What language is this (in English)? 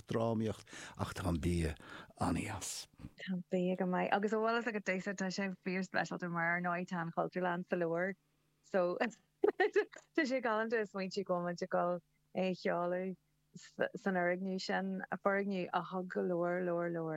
Irish